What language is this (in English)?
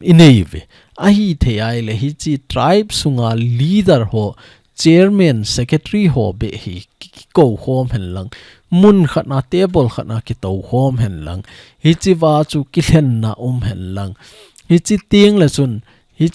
Thado Chin